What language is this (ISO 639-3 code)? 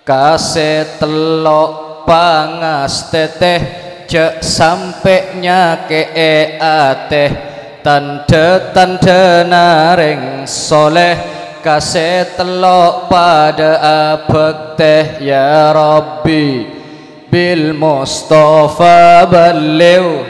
mad